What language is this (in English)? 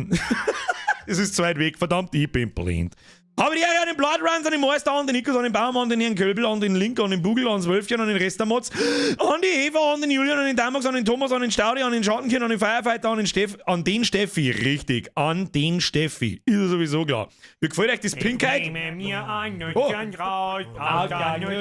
Bavarian